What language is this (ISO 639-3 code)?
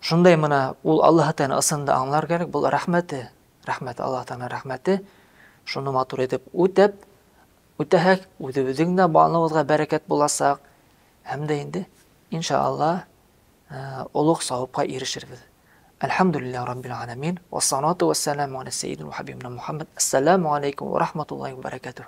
bak